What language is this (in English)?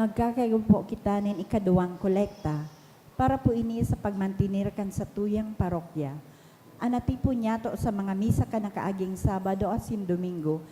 Bikol